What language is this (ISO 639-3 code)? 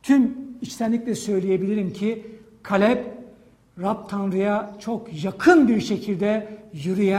tur